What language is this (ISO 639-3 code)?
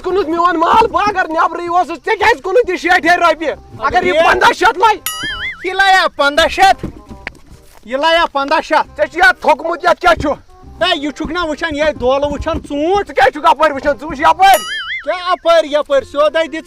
kas